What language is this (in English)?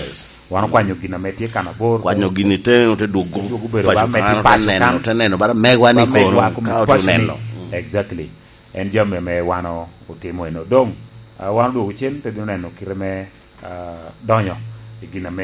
Lango (Uganda)